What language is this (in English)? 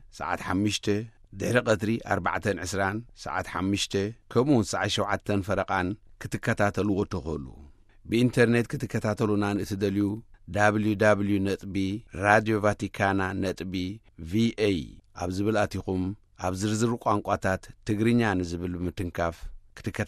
Tigrinya